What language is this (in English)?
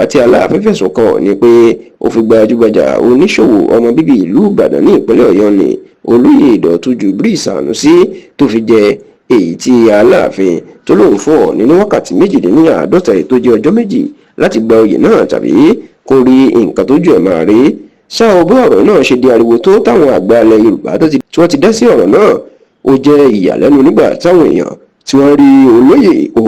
Yoruba